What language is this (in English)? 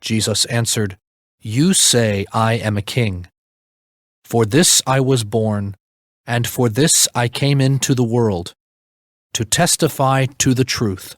English